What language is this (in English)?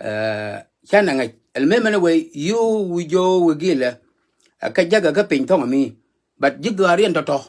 Nuer